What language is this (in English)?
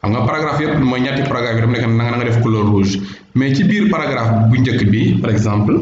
Wolof